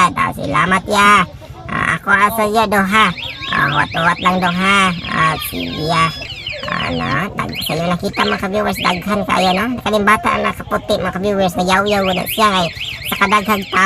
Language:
Cebuano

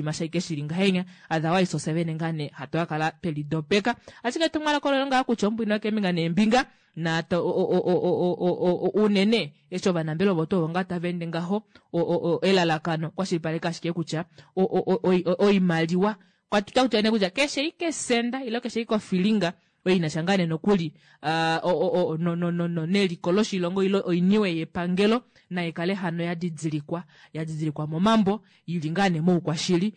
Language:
Kuanyama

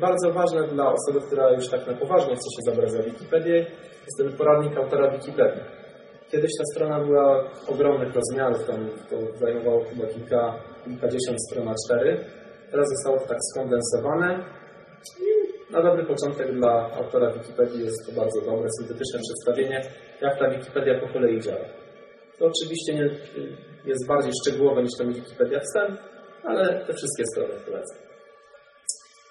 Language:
Polish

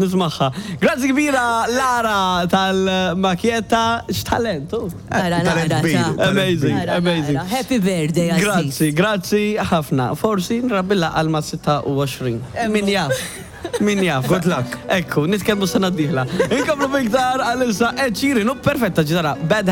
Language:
Maltese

